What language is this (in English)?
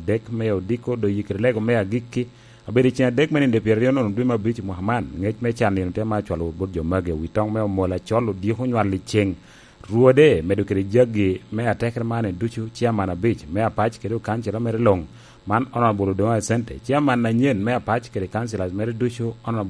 Lango (Uganda)